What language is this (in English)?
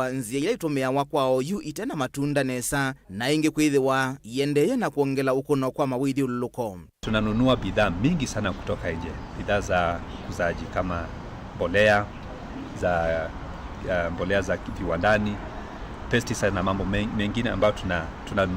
Kamba